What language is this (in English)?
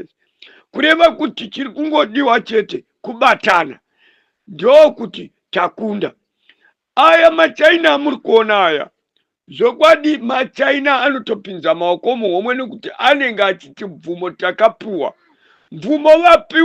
Shona